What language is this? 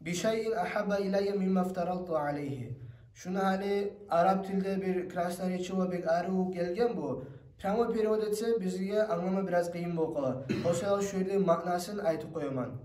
Kumyk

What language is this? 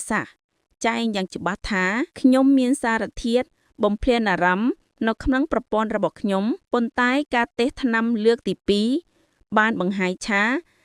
Khmer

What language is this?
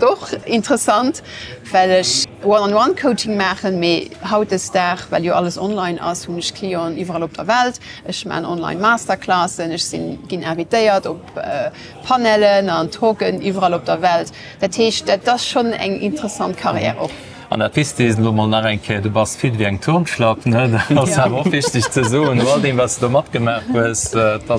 Luxembourgish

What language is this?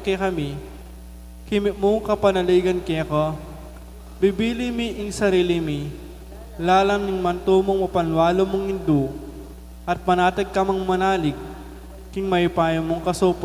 Pampanga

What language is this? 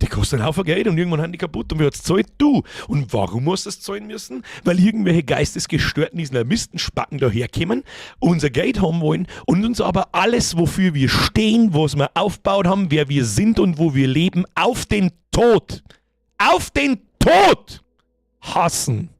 Bavarian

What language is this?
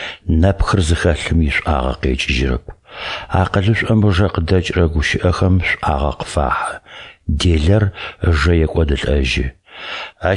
Adyghe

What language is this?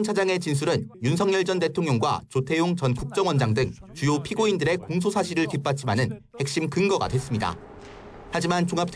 Korean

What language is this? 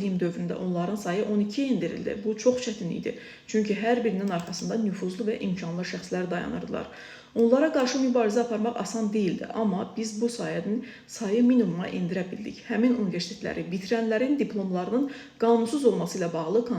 Azerbaijani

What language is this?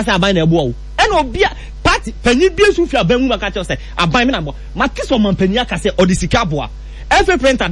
Akan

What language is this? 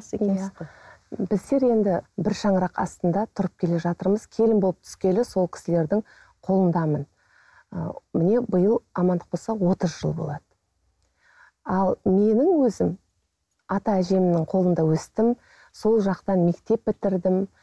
Kazakh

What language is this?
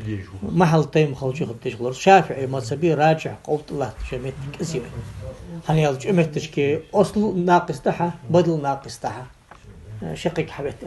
Ingush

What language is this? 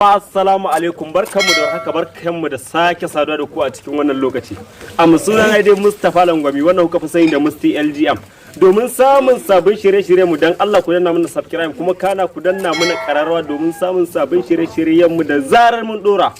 Hausa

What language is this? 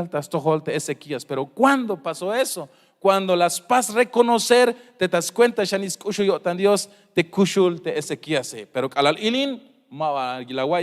Tzeltal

